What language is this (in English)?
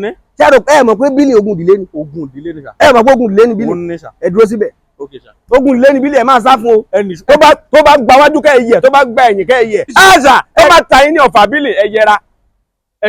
Yoruba